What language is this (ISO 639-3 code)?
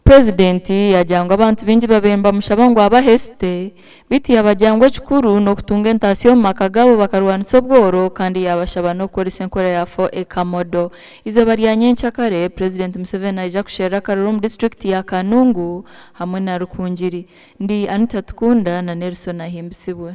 nyn